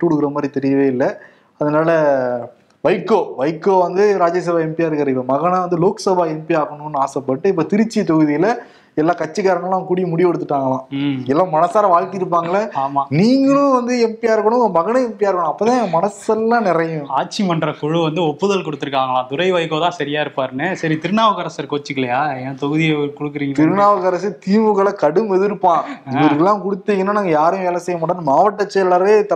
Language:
Tamil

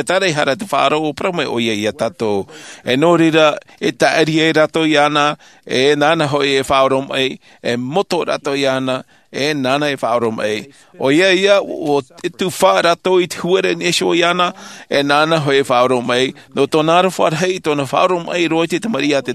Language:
Tahitian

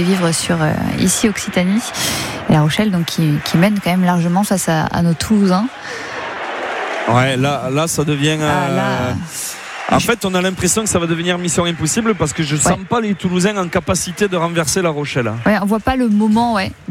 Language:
French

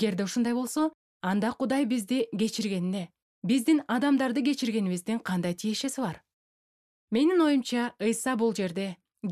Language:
Kyrgyz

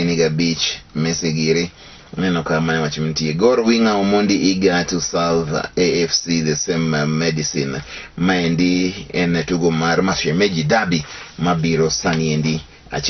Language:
Luo (Kenya and Tanzania)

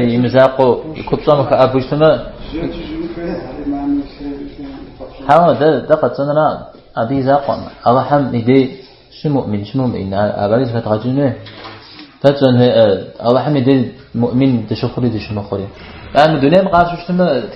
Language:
Kabardian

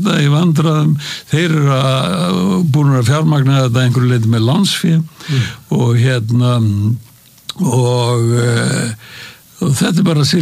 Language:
Icelandic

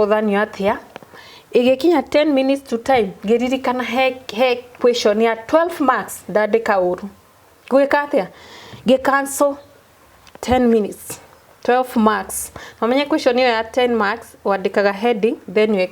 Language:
Kikuyu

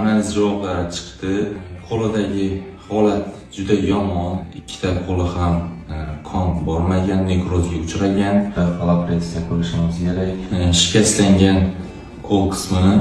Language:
Uzbek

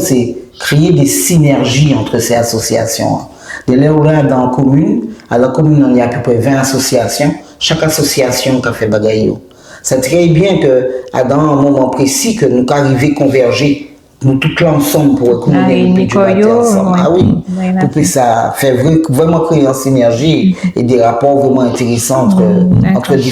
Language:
Guadeloupean Creole French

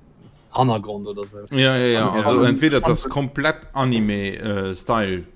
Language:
Luxembourgish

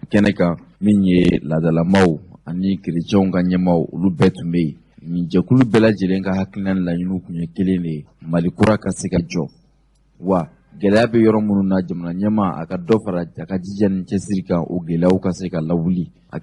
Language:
Bambara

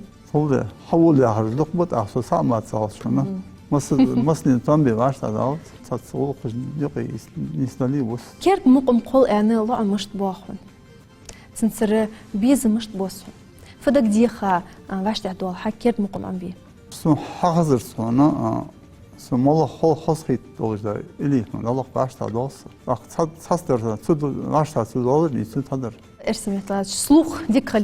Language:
Ingush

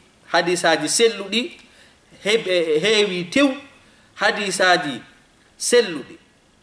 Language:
Fula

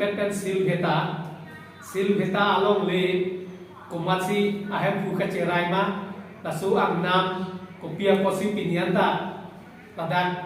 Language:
Karbi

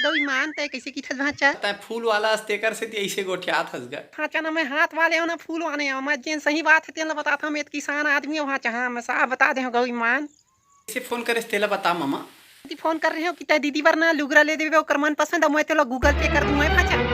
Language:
Chhattisgarhi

